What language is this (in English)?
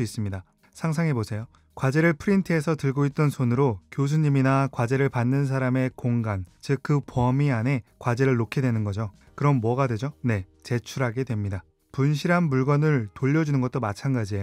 Korean